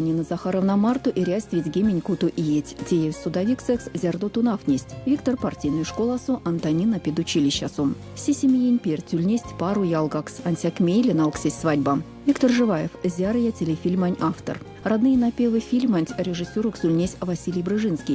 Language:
Erzya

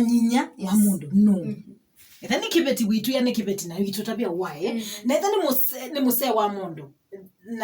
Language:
Kamba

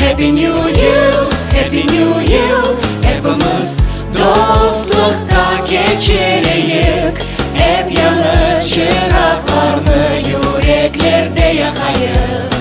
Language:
Crimean Tatar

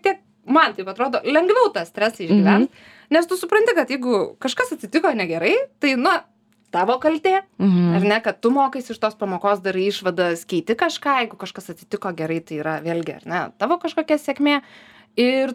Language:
Lithuanian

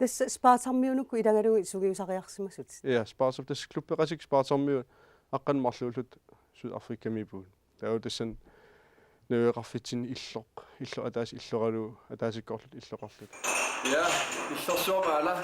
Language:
Kalaallisut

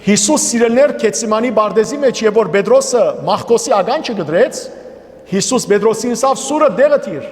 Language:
Western Armenian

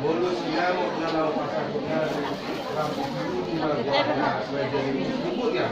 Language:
Batak Toba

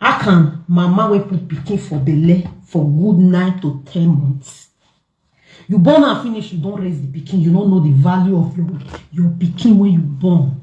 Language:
Nigerian Pidgin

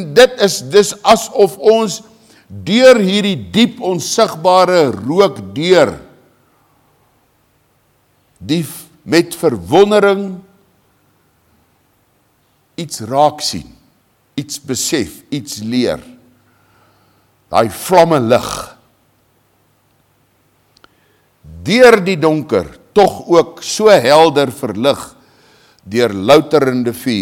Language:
Afrikaans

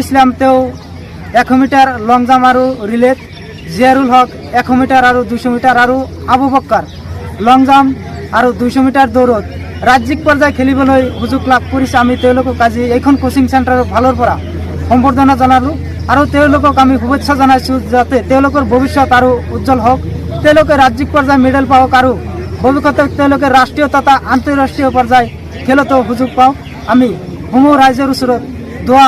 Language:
Assamese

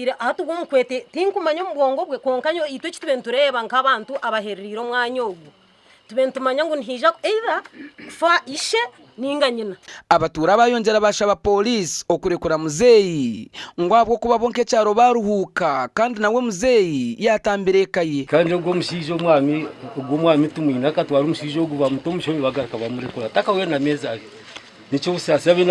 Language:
Nyankole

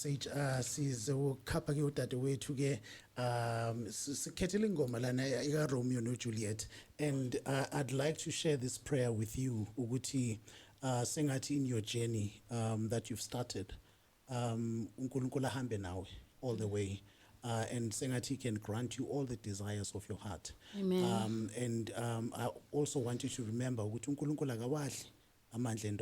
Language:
Zulu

